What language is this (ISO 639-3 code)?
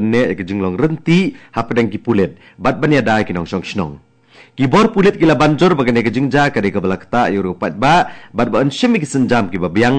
kha